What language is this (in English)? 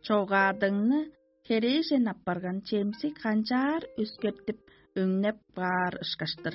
Tuvinian